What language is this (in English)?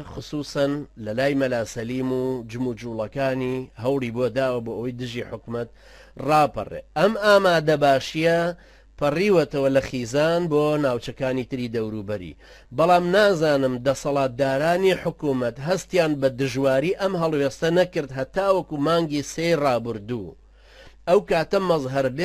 Central Kurdish